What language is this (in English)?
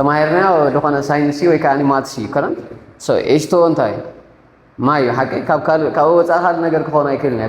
Tigrinya